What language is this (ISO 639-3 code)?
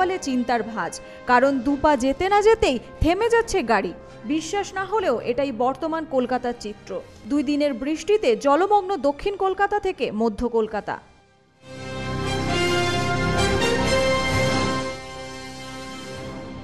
ben